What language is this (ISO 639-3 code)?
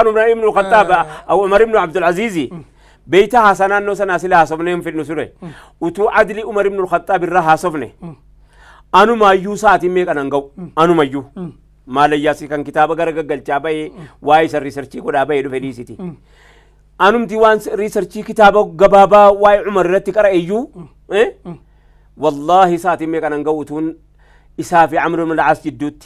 orm